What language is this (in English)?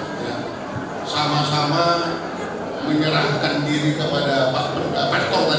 Batak Toba